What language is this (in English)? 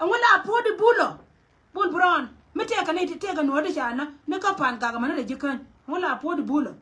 Nuer